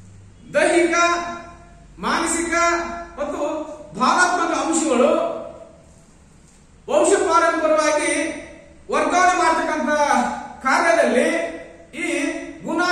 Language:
Kannada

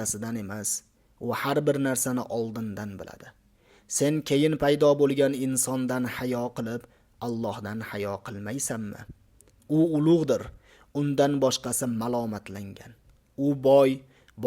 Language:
Uzbek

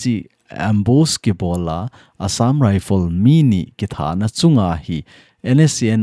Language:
Thado Chin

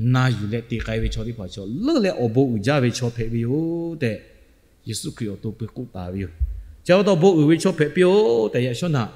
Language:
Lahu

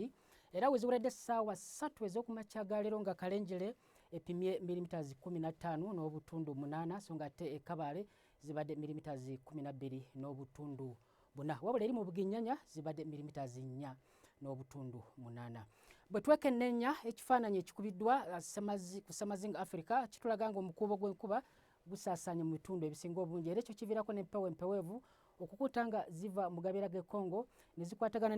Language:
Ganda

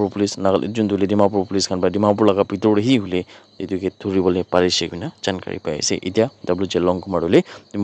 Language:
Naga Pidgin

